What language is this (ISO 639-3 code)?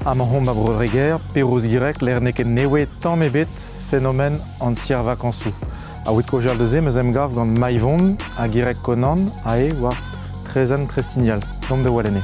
bre